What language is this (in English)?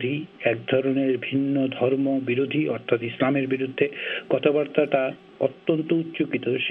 Bangla